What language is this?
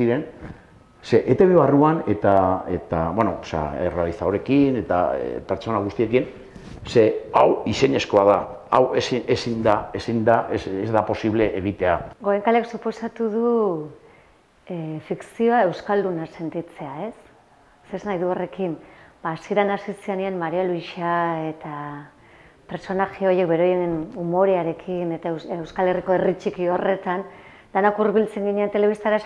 Basque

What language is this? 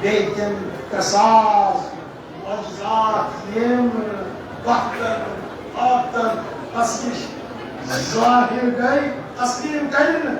Kashmiri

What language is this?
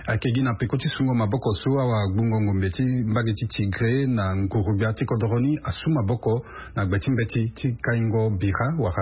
Sango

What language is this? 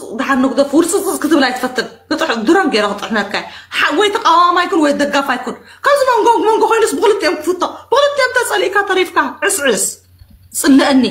Tigrinya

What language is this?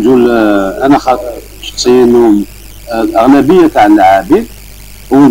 Algerian Arabic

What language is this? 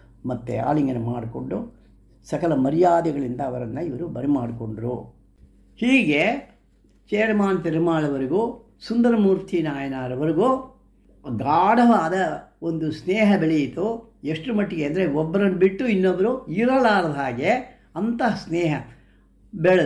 Kannada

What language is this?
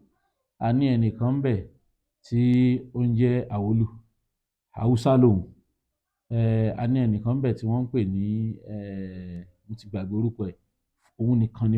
Yoruba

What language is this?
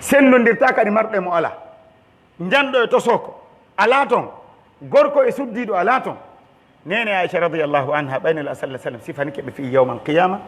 Pular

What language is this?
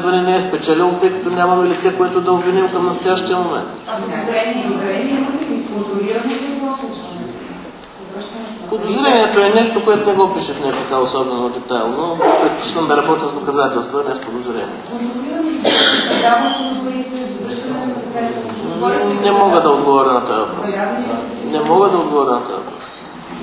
Bulgarian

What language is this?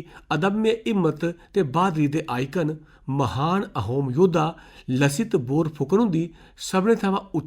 Dogri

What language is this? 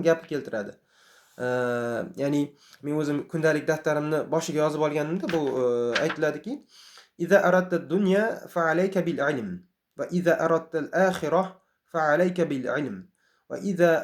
Uzbek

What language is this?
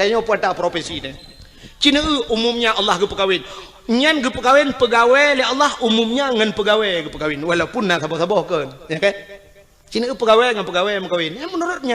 Achinese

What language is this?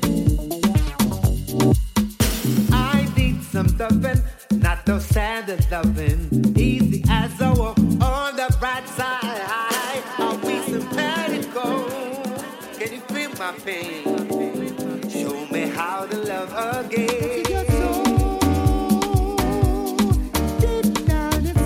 English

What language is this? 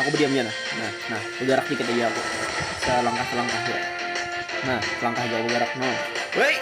Banjar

